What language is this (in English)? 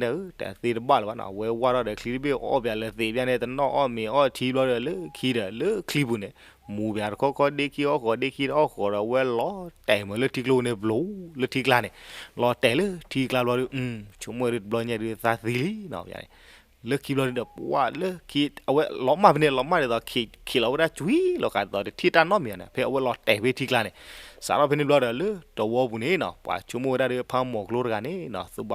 S'gaw Karen